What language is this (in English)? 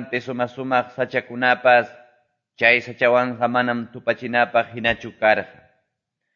Ayacucho Quechua